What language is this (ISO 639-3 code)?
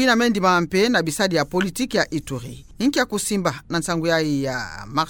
ktu